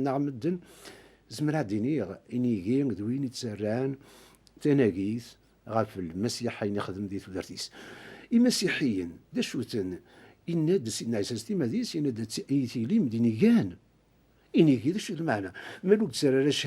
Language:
Kabyle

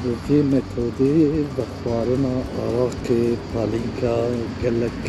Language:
Kurdish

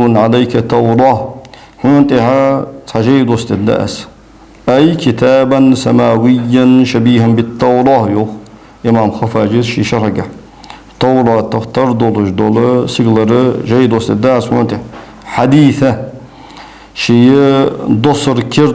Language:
Ingush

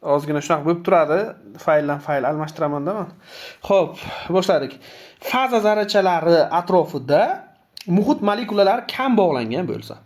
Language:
Uzbek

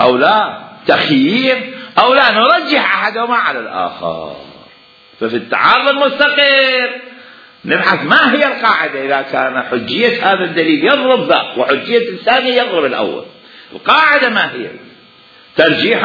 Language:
Mesopotamian Arabic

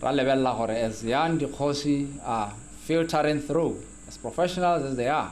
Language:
Tswana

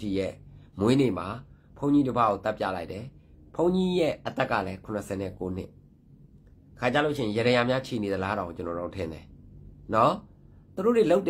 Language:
Burmese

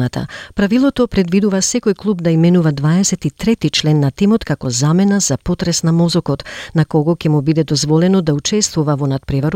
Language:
Macedonian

